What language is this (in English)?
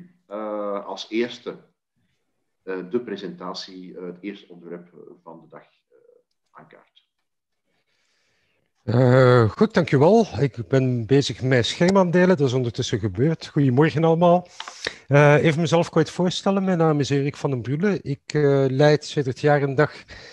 Dutch